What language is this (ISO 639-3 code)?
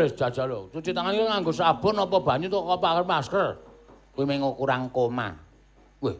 jav